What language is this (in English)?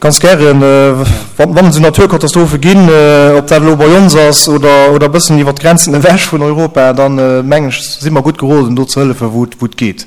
Luxembourgish